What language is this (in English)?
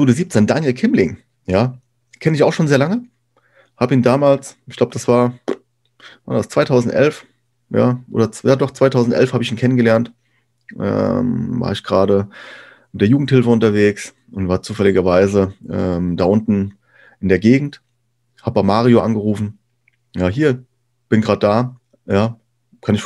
German